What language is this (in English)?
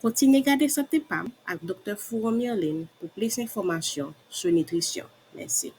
Haitian Creole